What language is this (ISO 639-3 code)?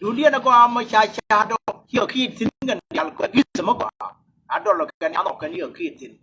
nus